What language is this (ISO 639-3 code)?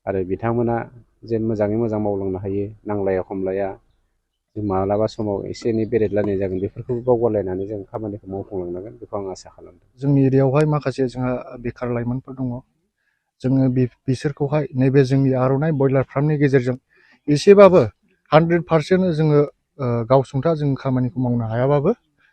brx